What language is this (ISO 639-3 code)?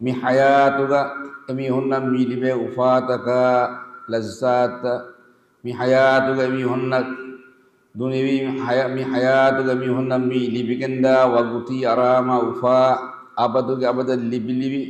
div